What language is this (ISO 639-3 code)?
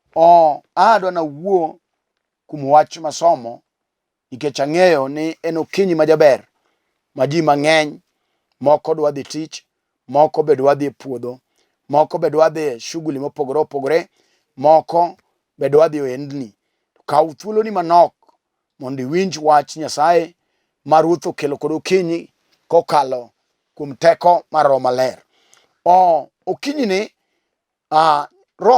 luo